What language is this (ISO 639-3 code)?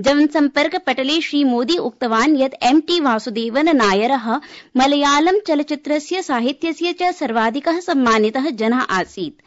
san